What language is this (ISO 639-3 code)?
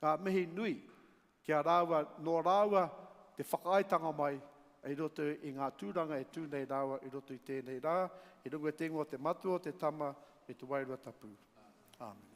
mri